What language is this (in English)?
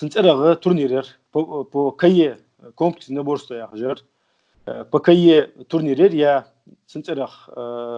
Ingush